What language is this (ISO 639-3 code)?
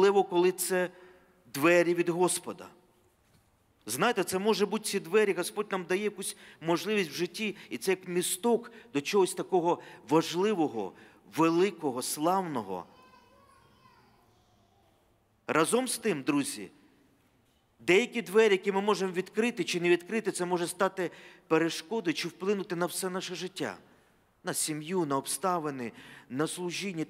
ukr